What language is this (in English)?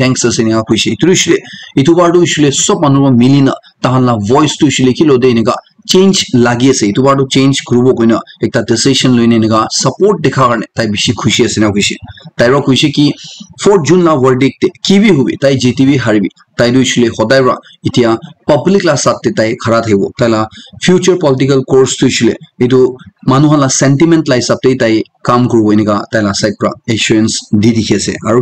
Naga Pidgin